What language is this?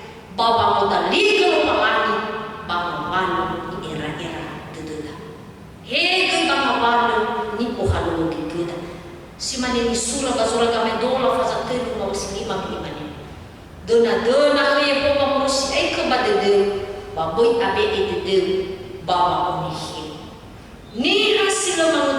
Nias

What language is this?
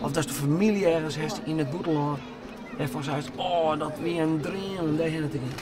Western Frisian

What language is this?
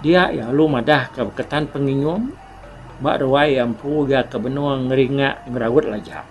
Iban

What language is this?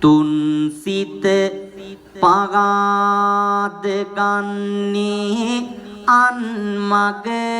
Sinhala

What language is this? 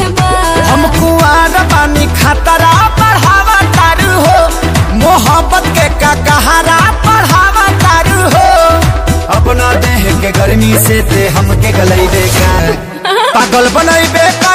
Bhojpuri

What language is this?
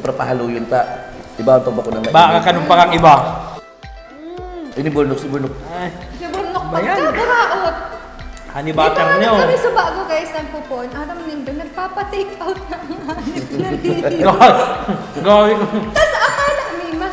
Bikol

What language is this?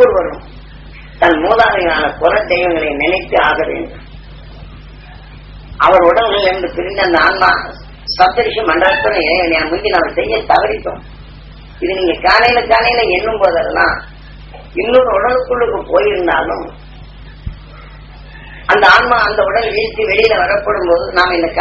Tamil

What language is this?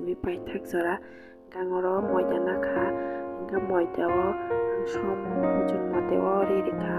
Kok Borok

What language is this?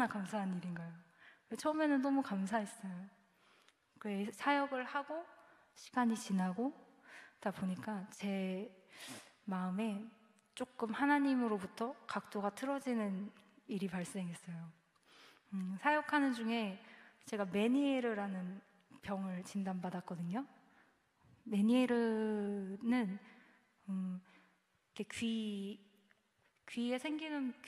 Korean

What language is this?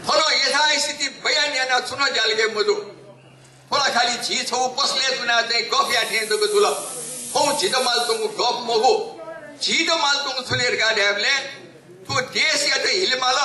Newari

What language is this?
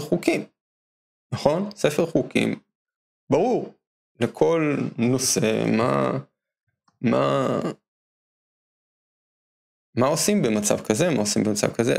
Hebrew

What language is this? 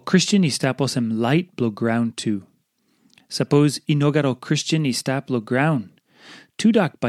Tok Pisin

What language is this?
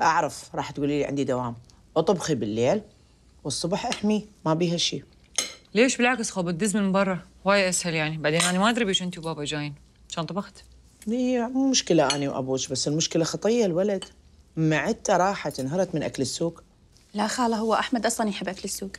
Mesopotamian Arabic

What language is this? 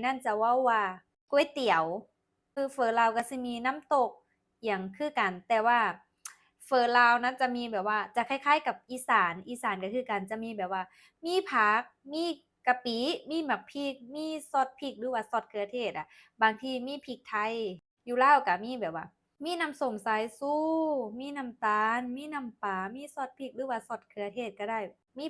Lao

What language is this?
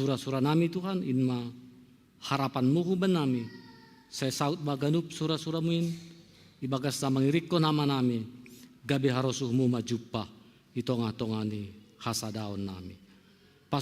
Batak Simalungun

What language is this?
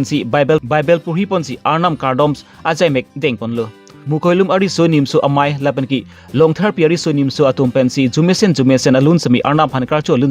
Karbi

